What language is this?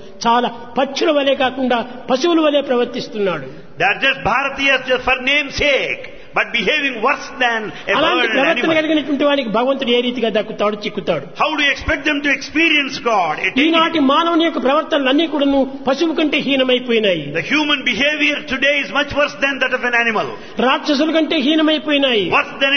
Telugu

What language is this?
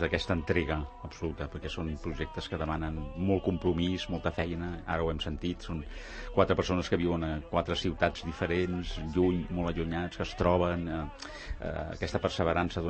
Catalan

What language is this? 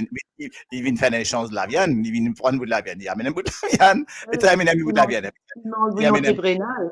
Morisyen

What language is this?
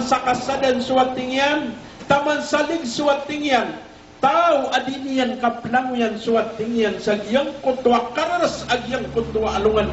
Maranao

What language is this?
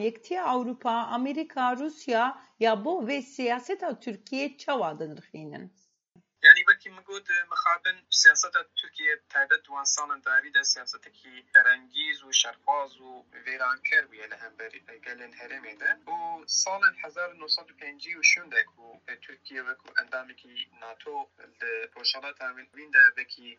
Kurdish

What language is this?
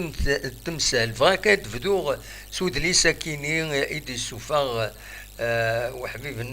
Kabyle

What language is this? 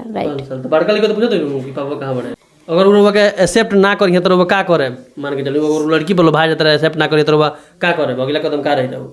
Bhojpuri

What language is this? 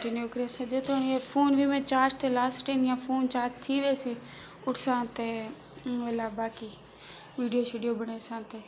Saraiki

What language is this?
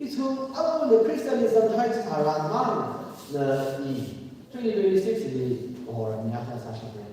Tangkhul Naga (India)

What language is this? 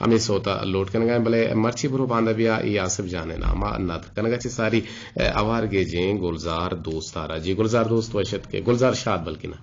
Eastern Balochi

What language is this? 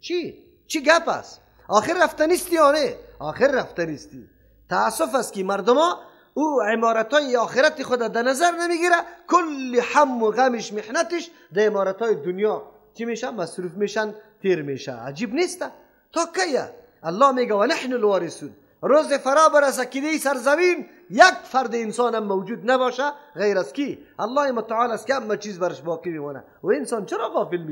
Persian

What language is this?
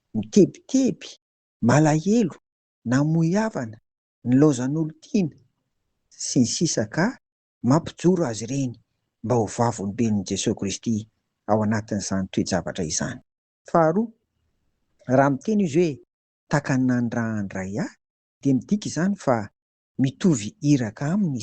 Malagasy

